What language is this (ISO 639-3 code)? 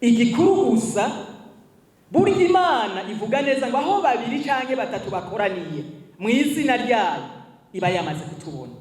run